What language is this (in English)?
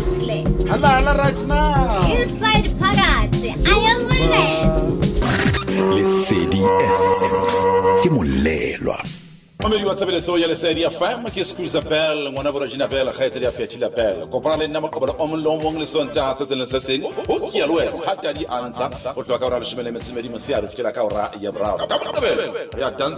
Southern Sotho